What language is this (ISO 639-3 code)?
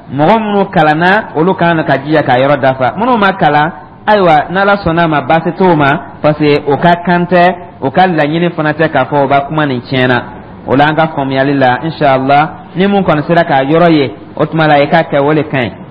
dyu